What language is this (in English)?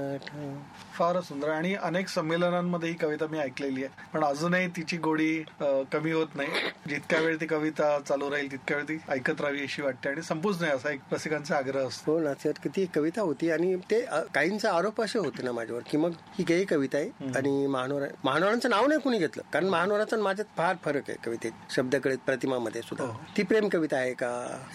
Marathi